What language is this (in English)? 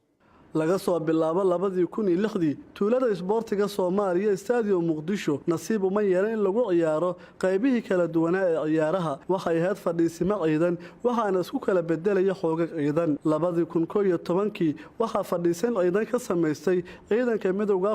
Somali